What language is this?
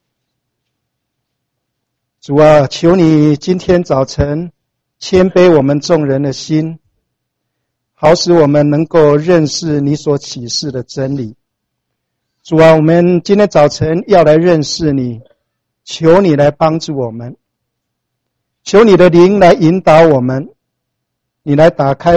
Chinese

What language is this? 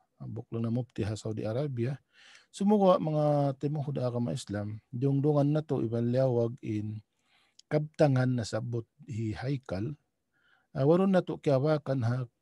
Tausug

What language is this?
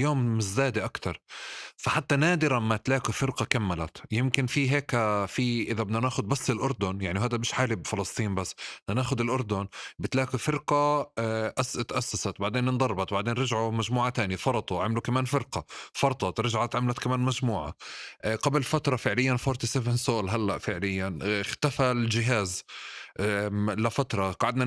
North Levantine Arabic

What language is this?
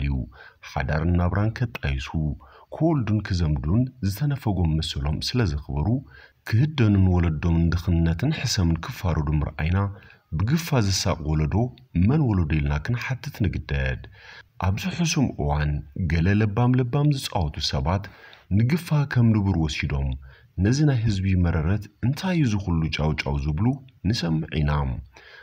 Tigrinya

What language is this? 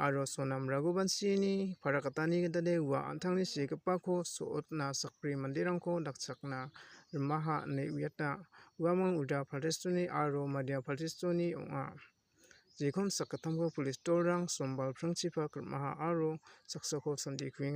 Garo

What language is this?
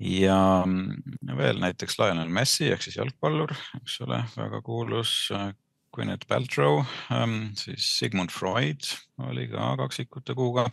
Estonian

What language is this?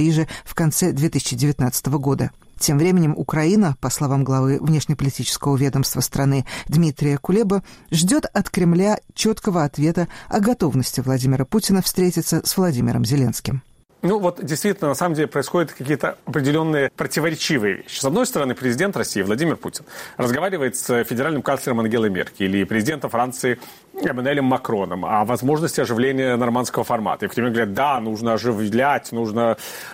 Russian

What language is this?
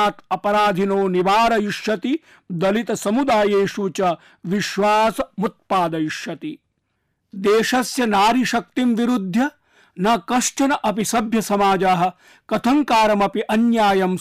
Sanskrit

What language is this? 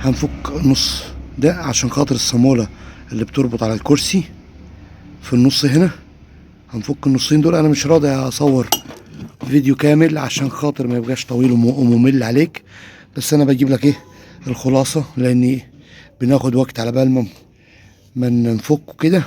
Egyptian Arabic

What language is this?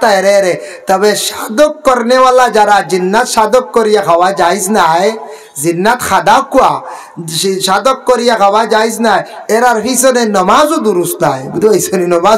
Sylheti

